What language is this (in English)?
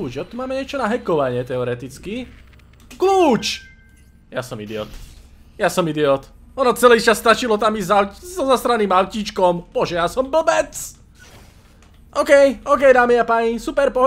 Slovak